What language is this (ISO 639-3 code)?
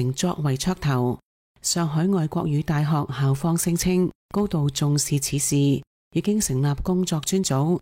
yue